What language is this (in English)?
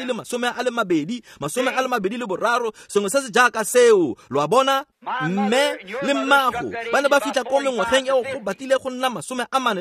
Tswana